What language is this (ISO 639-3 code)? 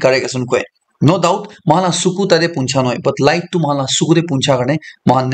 nag